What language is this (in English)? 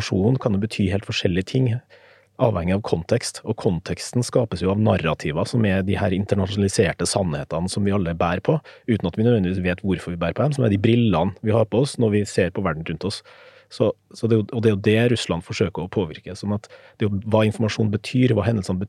Norwegian